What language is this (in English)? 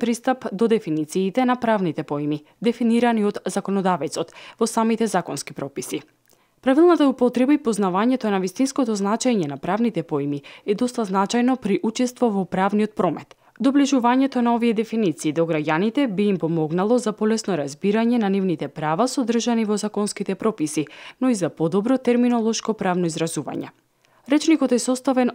Macedonian